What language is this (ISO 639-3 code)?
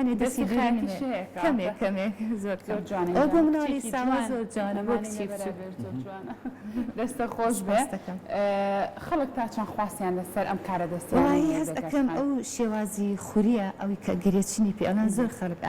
ckb